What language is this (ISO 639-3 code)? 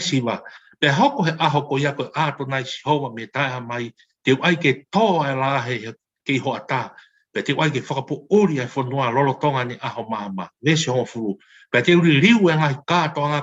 ton